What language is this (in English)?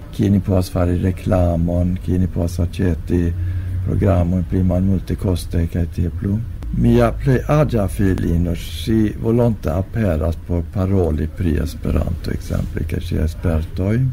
Esperanto